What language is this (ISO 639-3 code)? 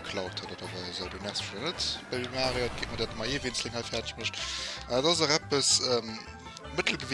ltz